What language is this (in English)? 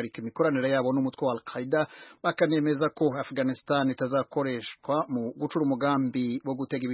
Kinyarwanda